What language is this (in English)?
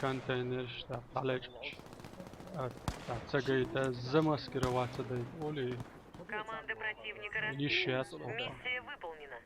Chechen